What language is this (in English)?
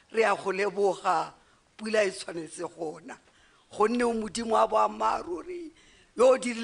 Tswana